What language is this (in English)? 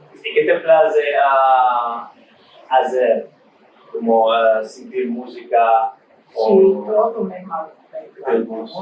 Ladino